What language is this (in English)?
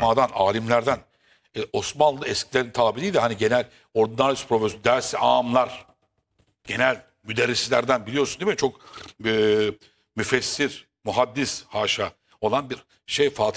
Turkish